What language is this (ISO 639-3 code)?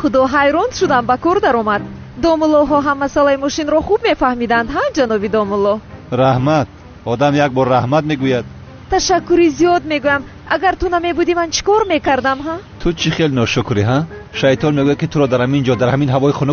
tgk